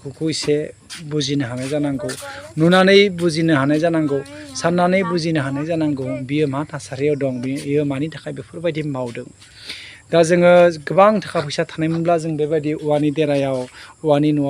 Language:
Bodo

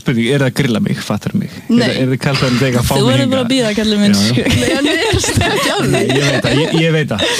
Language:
Icelandic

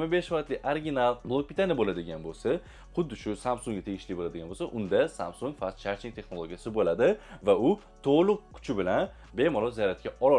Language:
Uzbek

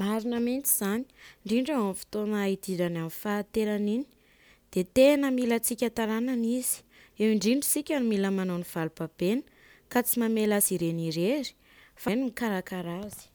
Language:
Malagasy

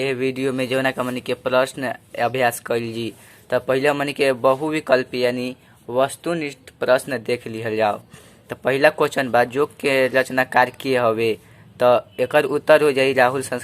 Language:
Bhojpuri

